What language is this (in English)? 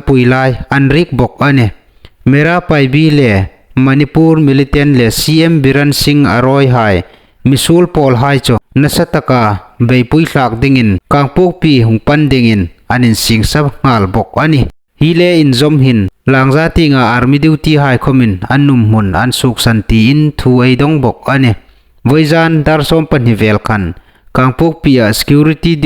Hmar